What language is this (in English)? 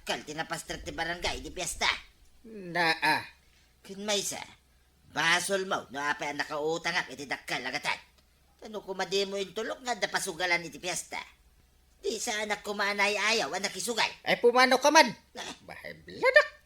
Iloko